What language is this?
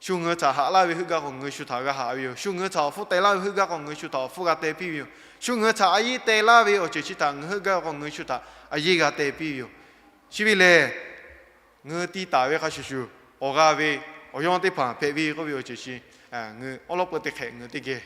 Lahu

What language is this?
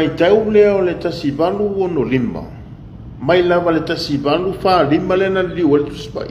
Samoan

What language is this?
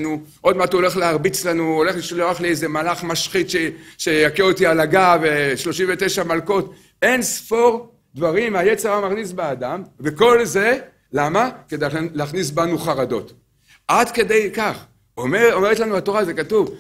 Hebrew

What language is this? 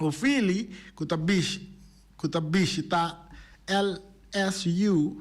Papiamento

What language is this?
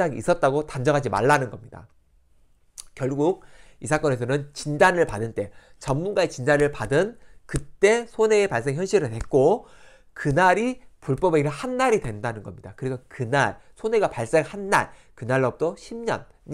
Korean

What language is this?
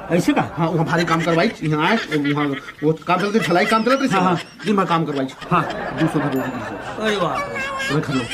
Chhattisgarhi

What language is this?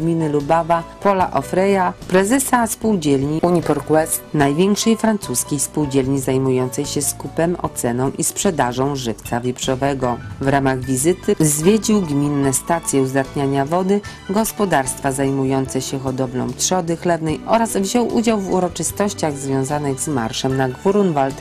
Polish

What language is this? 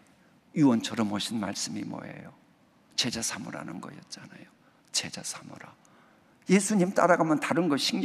Korean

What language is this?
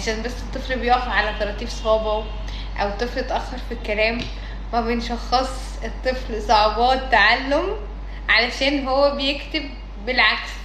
Egyptian Arabic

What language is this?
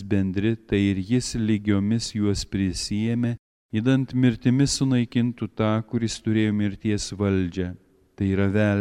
Lithuanian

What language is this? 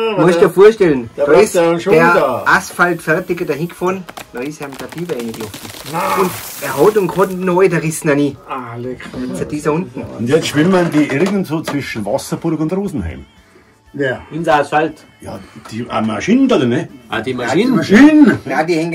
Bavarian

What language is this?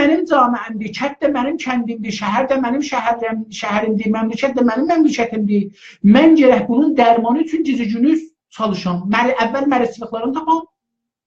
South Azerbaijani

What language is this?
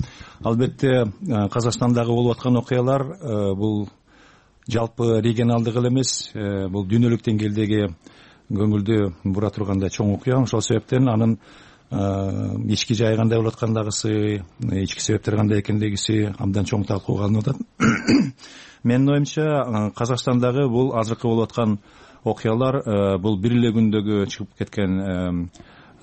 Kyrgyz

